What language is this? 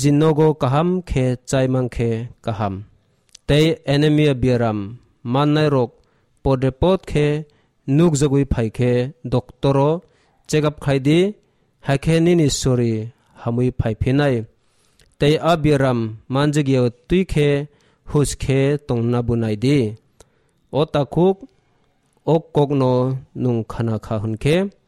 Kok Borok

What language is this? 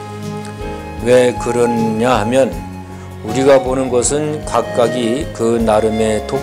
Korean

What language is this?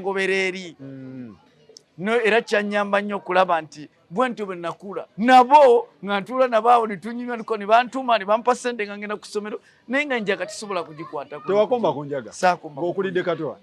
Ganda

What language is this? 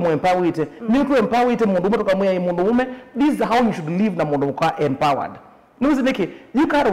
Kamba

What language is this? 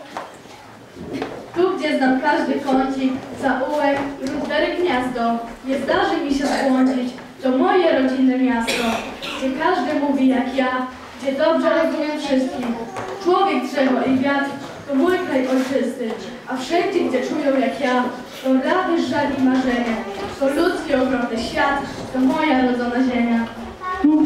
Polish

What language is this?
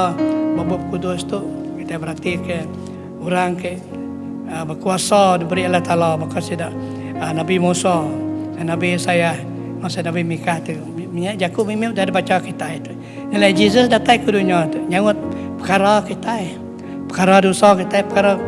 Iban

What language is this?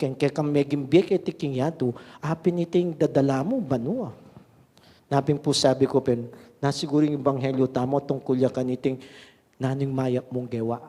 Pampanga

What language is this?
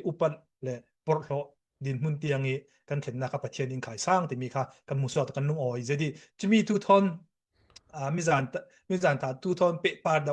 Falam Chin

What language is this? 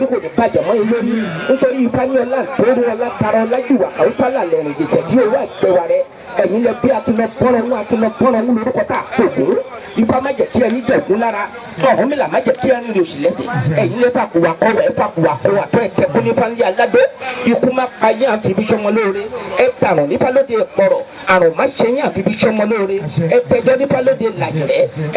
Yoruba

